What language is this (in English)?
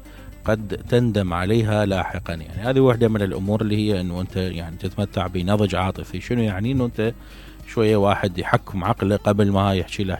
Mesopotamian Arabic